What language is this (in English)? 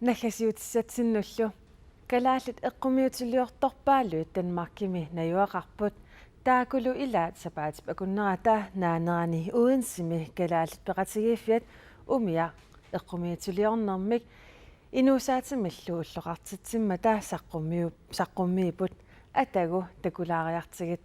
Kalaallisut